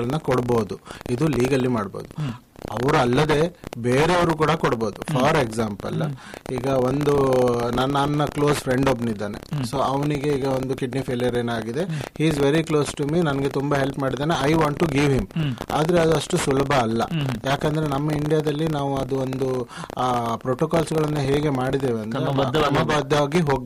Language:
Kannada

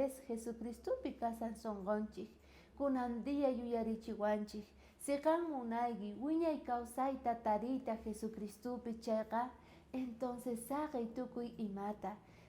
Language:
South Bolivian Quechua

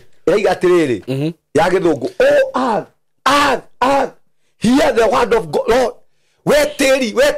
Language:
Kikuyu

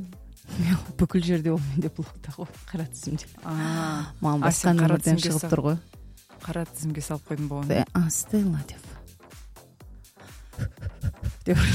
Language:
Kazakh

